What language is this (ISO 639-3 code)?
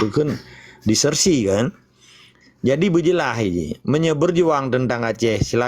ace